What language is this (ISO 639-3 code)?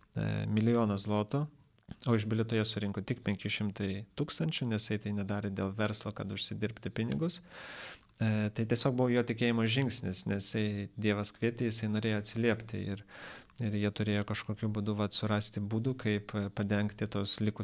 lit